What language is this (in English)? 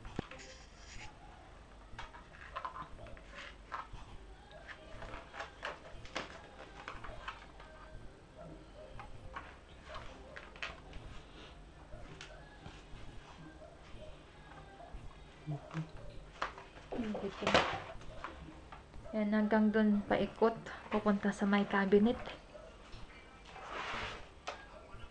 Filipino